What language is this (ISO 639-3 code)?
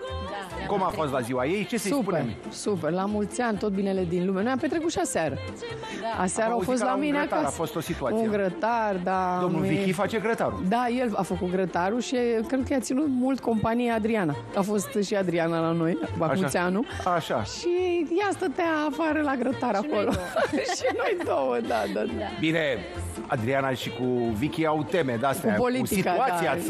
ron